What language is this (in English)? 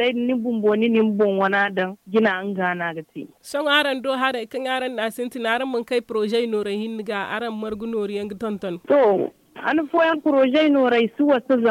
Zarma